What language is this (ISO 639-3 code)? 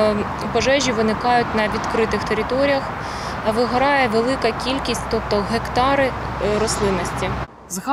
ukr